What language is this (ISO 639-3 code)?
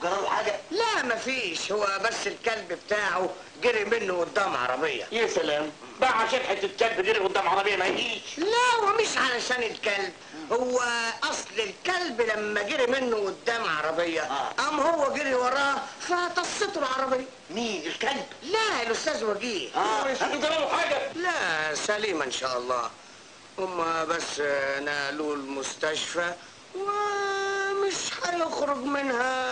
arz